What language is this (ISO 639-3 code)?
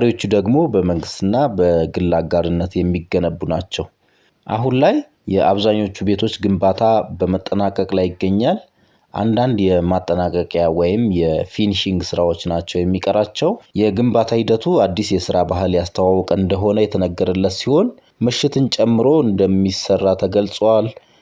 amh